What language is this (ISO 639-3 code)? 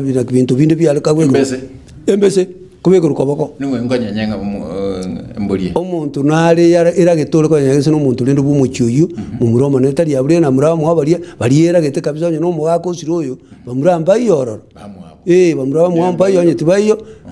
guz